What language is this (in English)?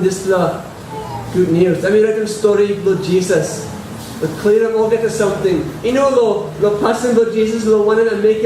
Tok Pisin